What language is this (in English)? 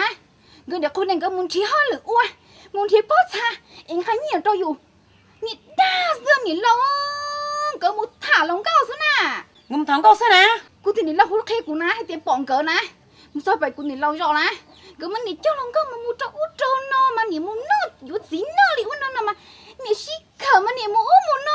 Hmong